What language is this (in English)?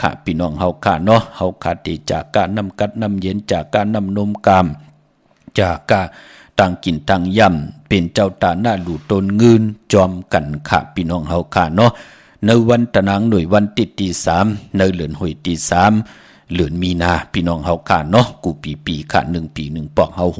Shan